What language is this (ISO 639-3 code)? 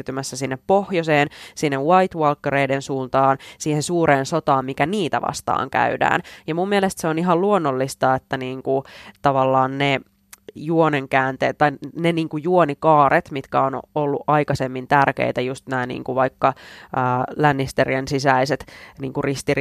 fin